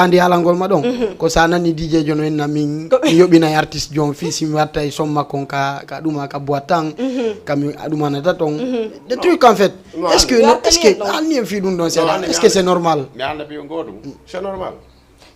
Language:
Fula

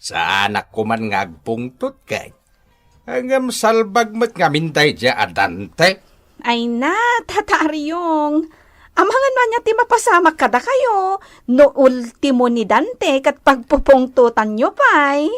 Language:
Iloko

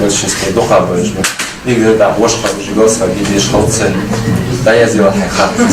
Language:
Ingush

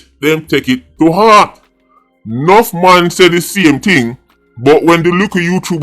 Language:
Jamaican Creole English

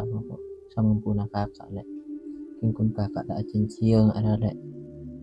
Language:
Madurese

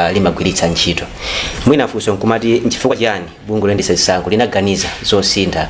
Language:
Nyanja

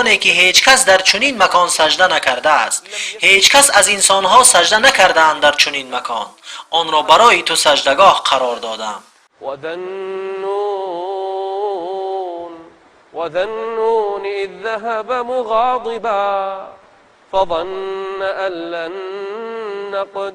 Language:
Tajik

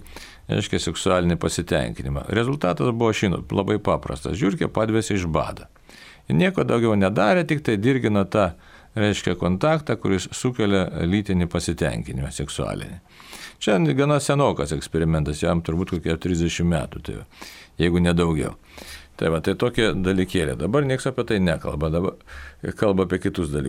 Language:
Lithuanian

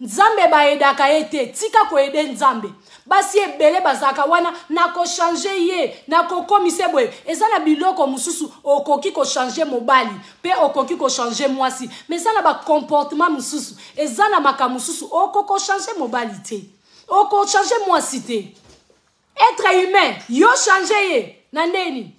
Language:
Lingala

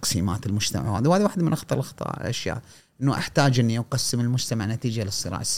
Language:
Gulf Arabic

